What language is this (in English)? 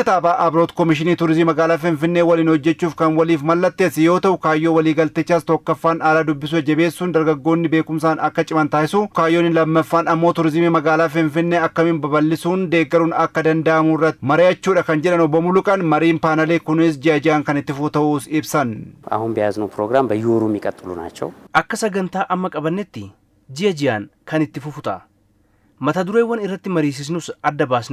Oromo